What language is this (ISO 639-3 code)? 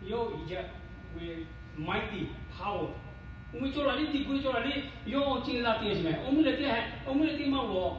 lhu